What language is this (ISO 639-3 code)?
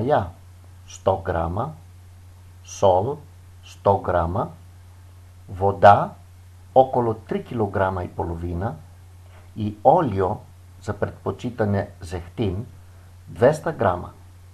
bul